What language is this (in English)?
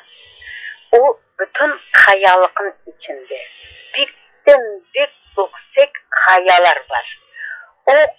Crimean Tatar